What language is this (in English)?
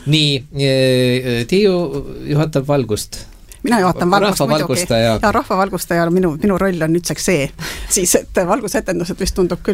Estonian